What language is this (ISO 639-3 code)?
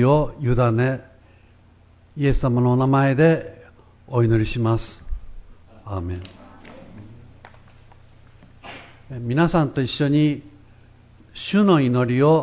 jpn